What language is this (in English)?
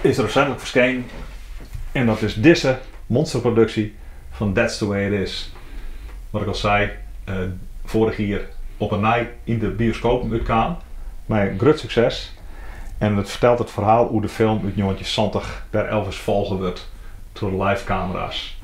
Western Frisian